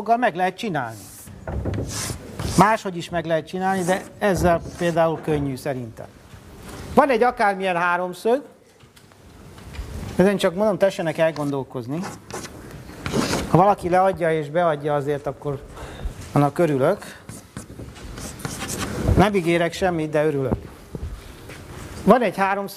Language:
Hungarian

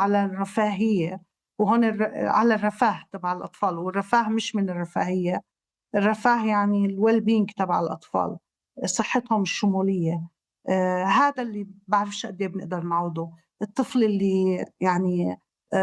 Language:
North Levantine Arabic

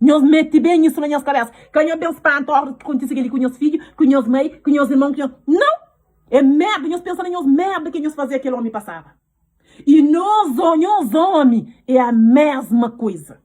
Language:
Kabuverdianu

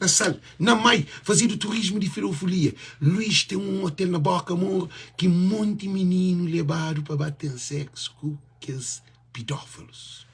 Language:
Kabuverdianu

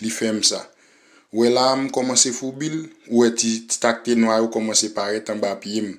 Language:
Haitian Creole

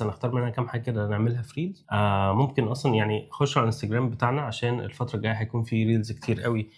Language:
Egyptian Arabic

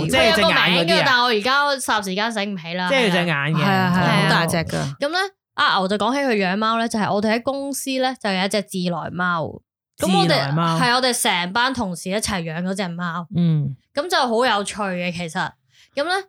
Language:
Cantonese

